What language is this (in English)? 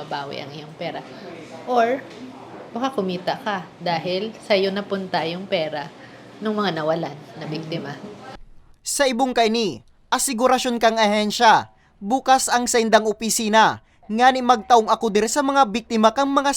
Bikol